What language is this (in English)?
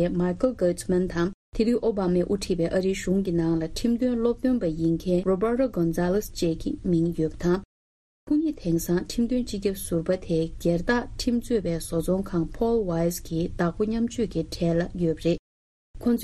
Tibetan